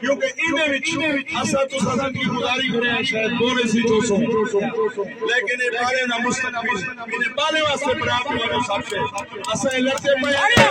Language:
Saraiki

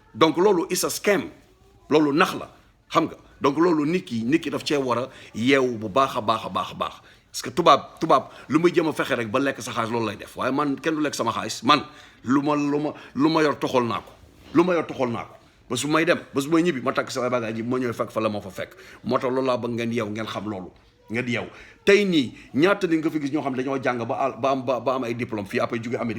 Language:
Wolof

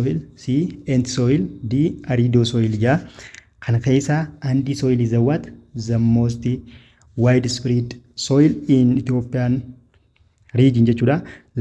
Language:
Oromo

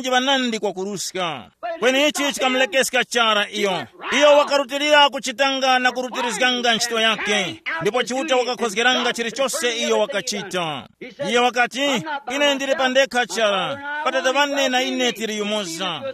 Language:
Tumbuka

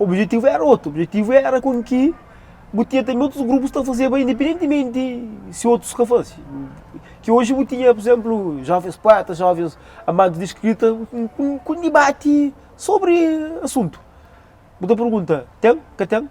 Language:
Kabuverdianu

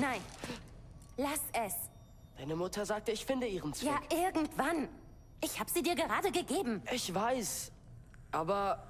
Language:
Bavarian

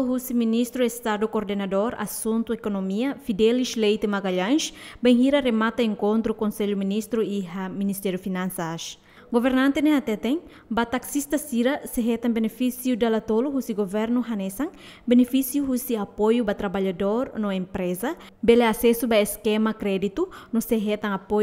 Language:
Tetum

